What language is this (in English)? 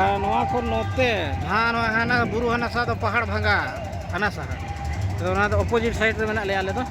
Santali